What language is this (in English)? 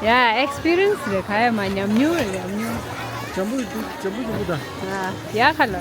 Tibetan